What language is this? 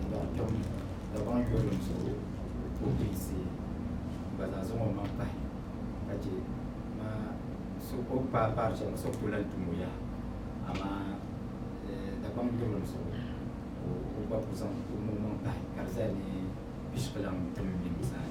Dagbani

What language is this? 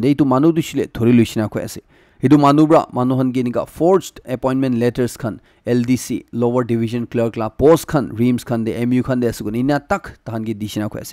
Naga Pidgin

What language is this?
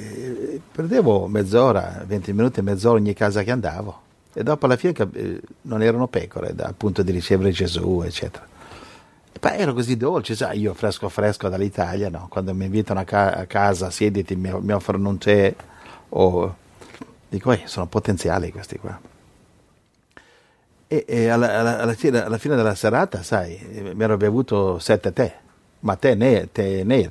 Italian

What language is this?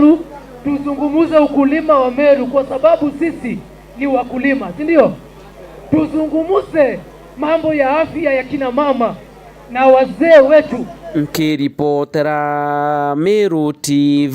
Meru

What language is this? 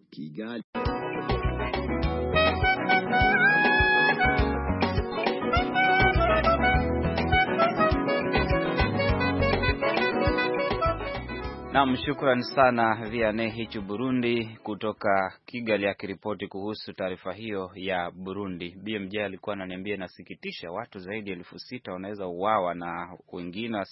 Swahili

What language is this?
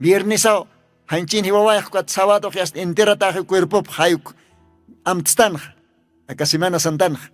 Aymara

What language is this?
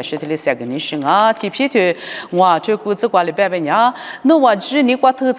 Lisu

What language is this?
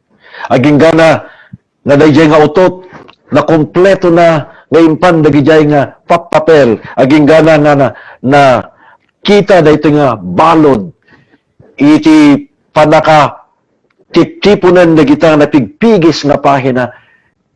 Iloko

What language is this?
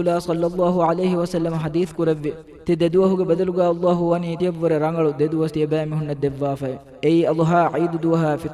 Divehi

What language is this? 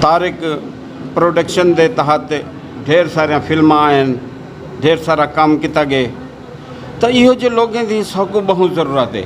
Saraiki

